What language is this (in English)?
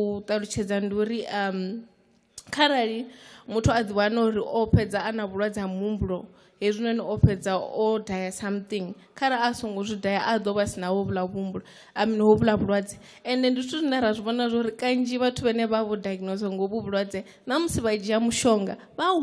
Venda